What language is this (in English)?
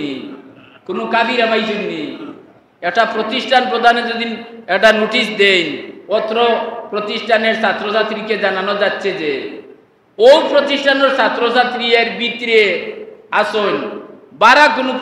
Sylheti